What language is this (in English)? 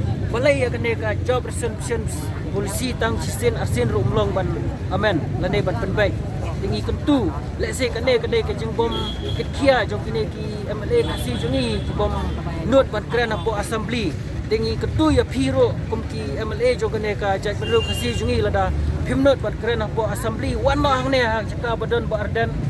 Khasi